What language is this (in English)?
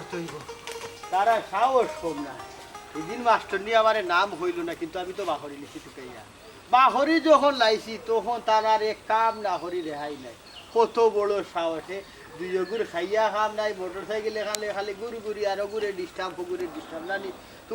Sylheti